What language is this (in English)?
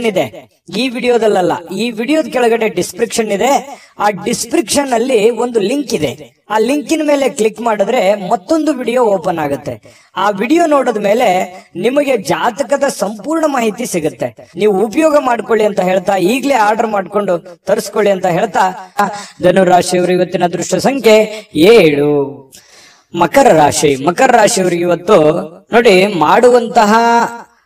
Kannada